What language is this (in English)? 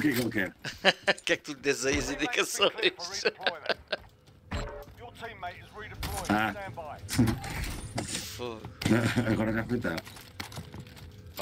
Portuguese